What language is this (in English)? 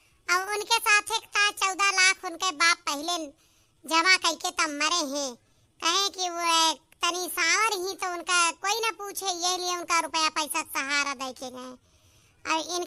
Awadhi